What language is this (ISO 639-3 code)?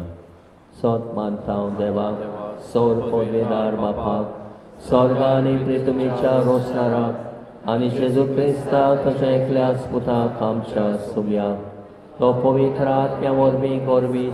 kok